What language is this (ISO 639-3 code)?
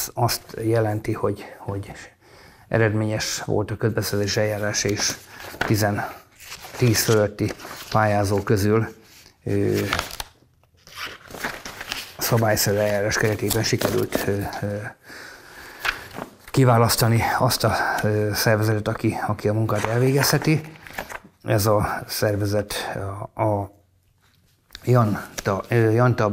hun